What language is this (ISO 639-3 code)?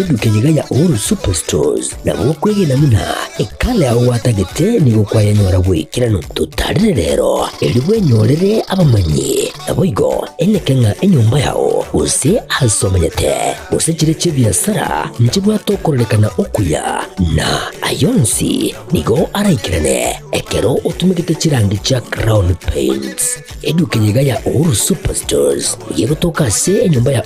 guz